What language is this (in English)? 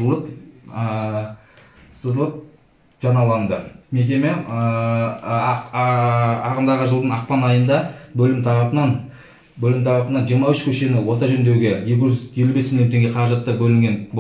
Kazakh